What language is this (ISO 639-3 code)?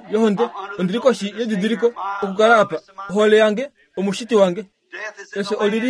kua